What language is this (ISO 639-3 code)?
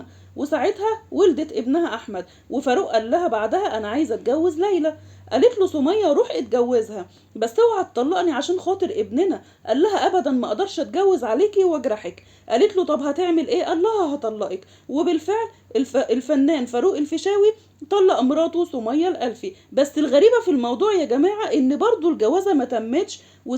arz